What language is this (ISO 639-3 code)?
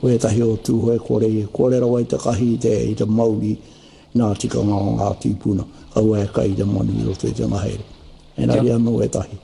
mri